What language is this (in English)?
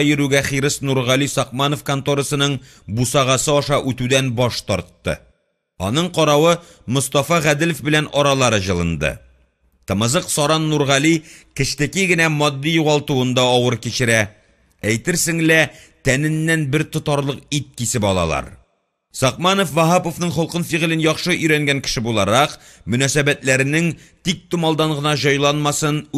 Tatar